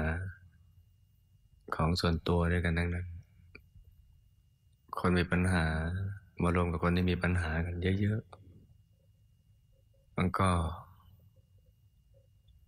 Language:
Thai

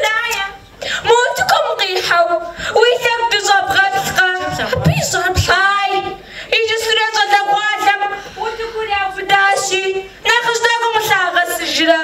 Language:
Kabardian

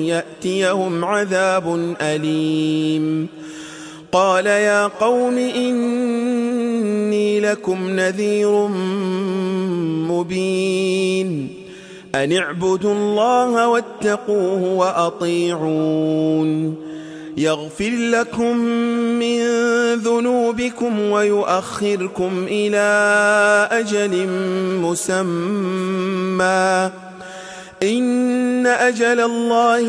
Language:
Arabic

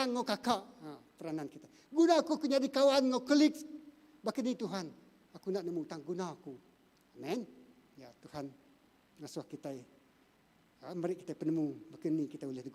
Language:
Iban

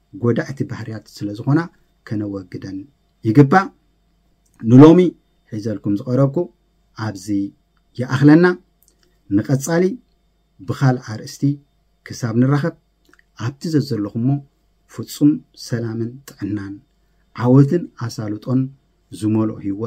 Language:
Tigrinya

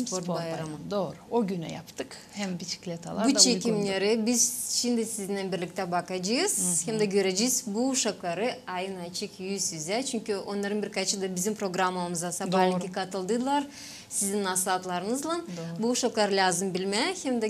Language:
Gagauz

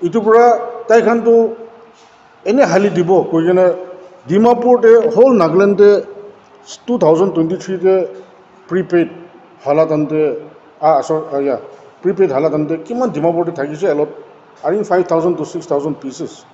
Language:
Naga Pidgin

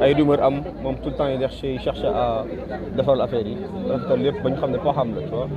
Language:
Wolof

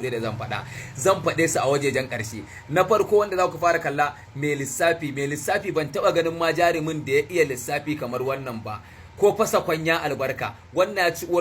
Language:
Hausa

